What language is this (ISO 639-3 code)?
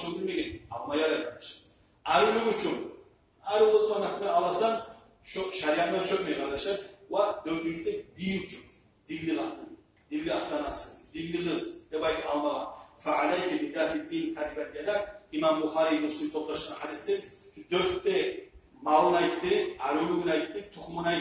kum